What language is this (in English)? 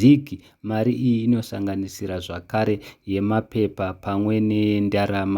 Shona